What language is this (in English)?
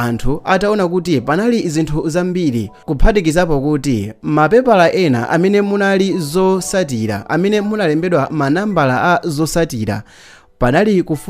Nyanja